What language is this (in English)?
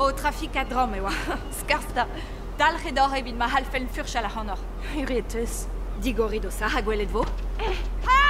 Breton